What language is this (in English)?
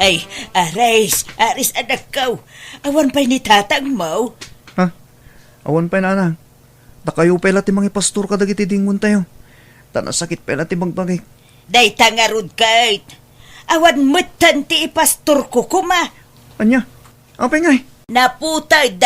Iloko